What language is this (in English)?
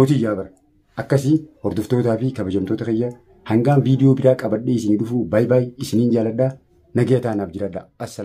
Oromo